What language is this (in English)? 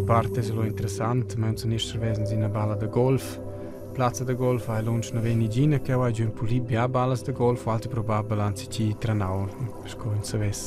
Romansh